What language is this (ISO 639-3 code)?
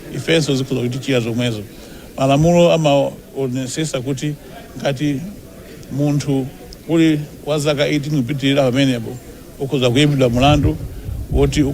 nya